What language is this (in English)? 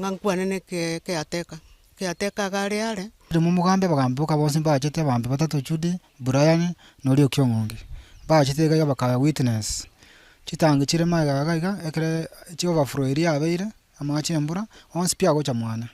Gusii